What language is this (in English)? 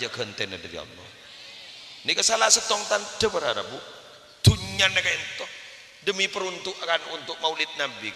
Madurese